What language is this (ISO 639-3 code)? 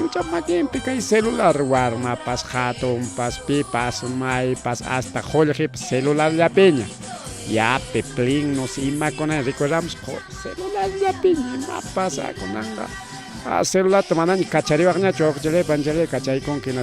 quy